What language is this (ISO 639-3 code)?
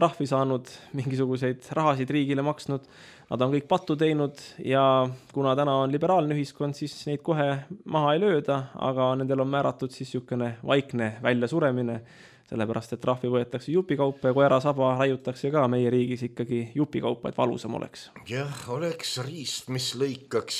est